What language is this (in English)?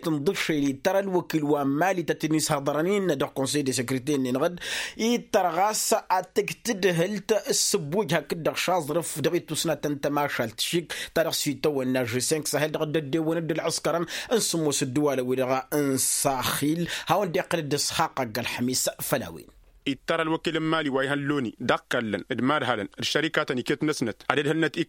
Tamasheq